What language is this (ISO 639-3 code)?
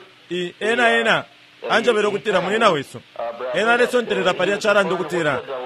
bem